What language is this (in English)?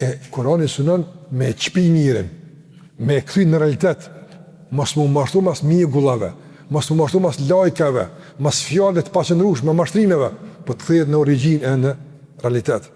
Albanian